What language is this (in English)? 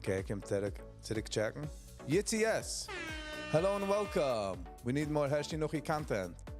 Yiddish